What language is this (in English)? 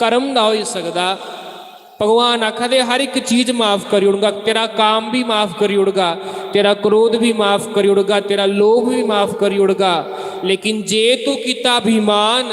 Dogri